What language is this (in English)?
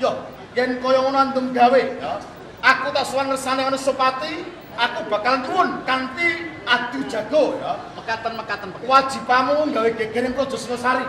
Javanese